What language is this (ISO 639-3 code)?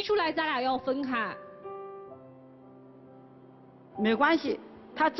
zho